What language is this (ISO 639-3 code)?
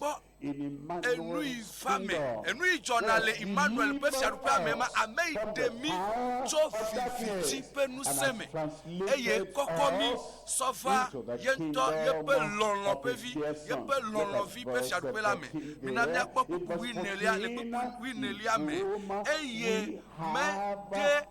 ewe